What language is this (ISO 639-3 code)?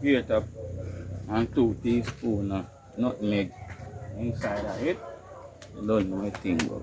jam